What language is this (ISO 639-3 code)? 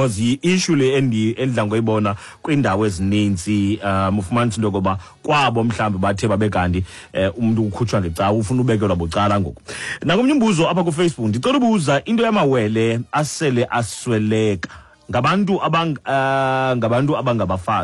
xho